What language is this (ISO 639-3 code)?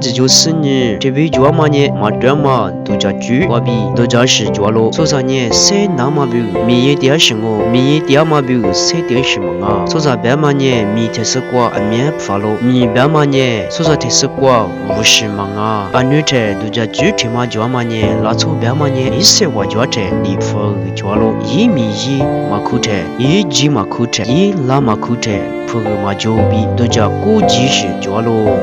lis